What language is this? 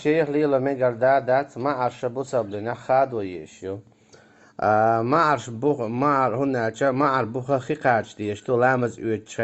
Chechen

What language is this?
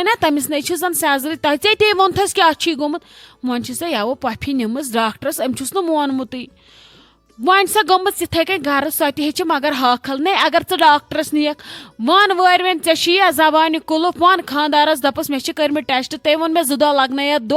Kashmiri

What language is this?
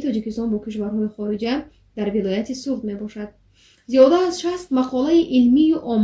Tajik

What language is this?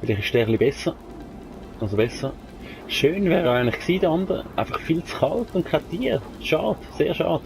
Swiss German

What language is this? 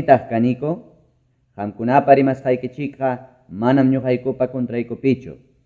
Quechua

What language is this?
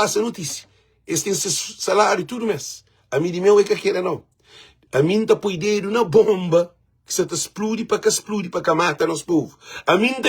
Kabuverdianu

